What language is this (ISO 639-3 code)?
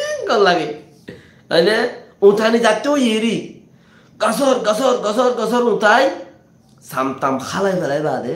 rhg